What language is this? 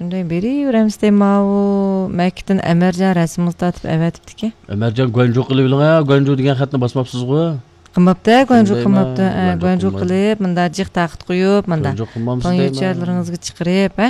Uyghur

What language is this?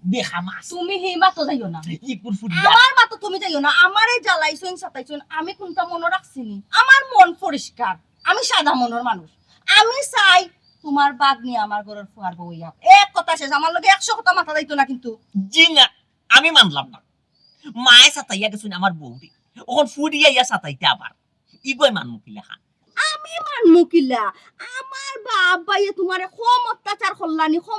Sylheti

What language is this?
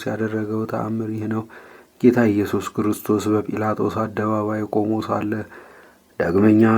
Amharic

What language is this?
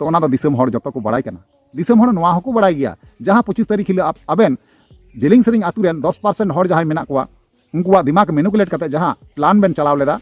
Santali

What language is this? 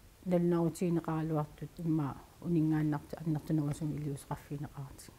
Kalaallisut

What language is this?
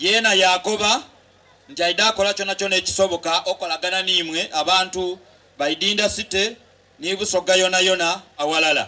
Soga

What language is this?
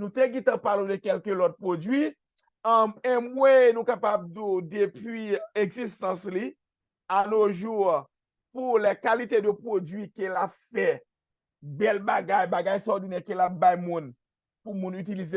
Haitian Creole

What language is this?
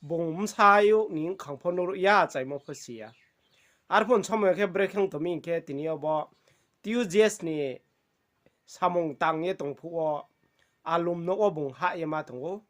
Riang (India)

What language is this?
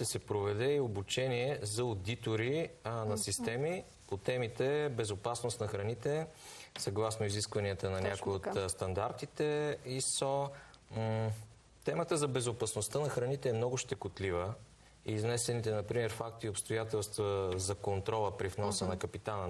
Bulgarian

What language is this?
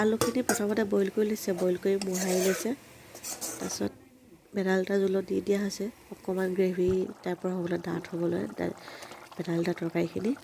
Assamese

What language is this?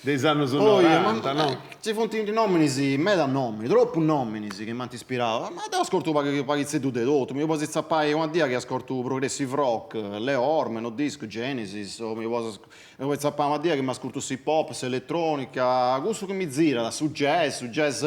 Sardinian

